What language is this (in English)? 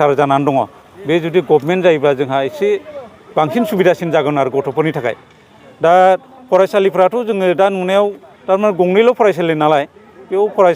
Bodo